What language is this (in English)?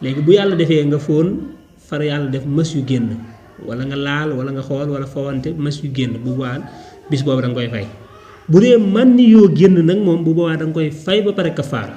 Wolof